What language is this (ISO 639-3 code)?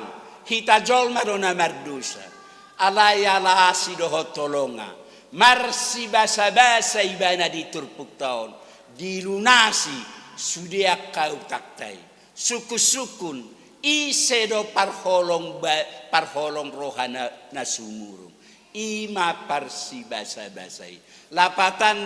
bbc